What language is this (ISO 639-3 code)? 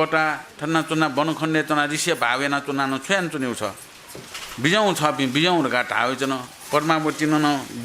new